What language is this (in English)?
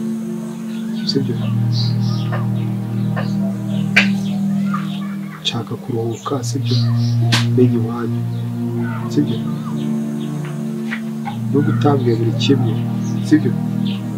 Kinyarwanda